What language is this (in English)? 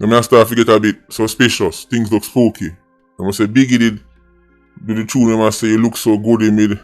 Jamaican Creole English